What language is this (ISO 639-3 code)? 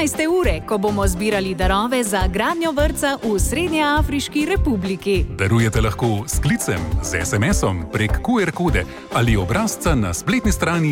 slv